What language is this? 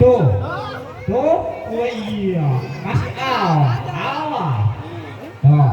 Betawi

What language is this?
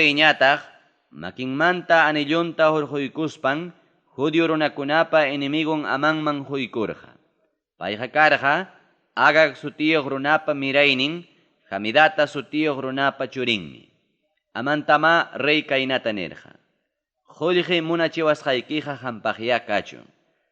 Ayacucho Quechua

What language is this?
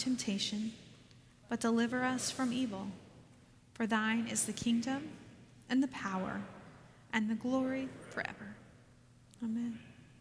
English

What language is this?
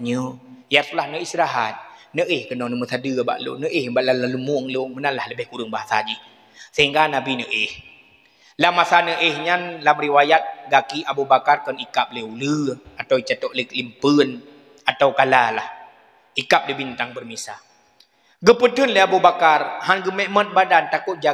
Achinese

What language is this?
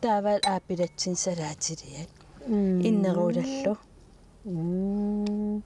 Kalaallisut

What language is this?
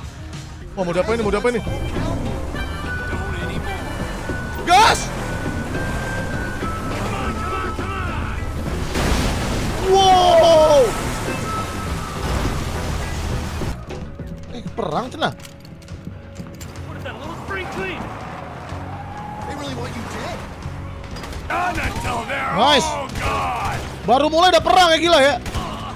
Indonesian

